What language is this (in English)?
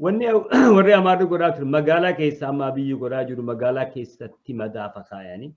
Oromo